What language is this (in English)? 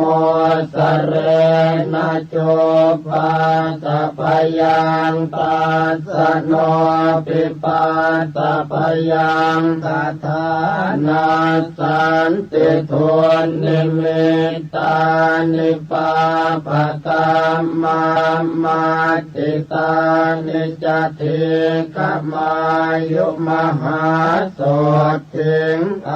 Pali